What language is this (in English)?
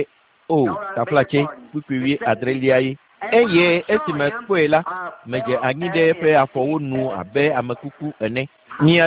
Ewe